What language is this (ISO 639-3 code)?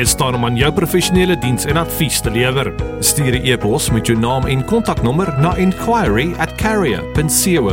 afr